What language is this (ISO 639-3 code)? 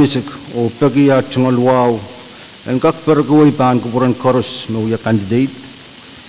pon